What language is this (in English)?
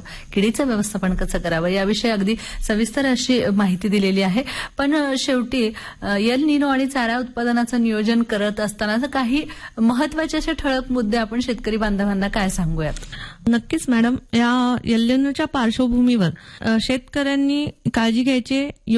Marathi